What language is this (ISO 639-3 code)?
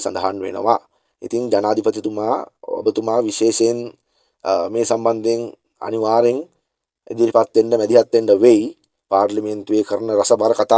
sin